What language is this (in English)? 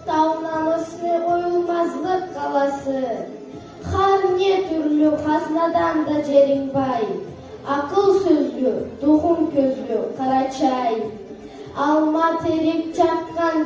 Karachay-Balkar